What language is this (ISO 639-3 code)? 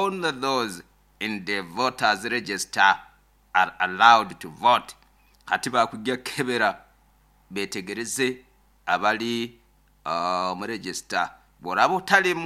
nyo